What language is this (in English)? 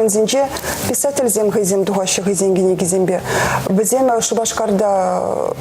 Chuvash